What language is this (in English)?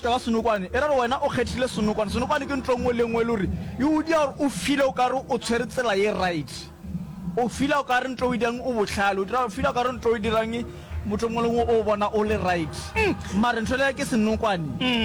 Northern Sotho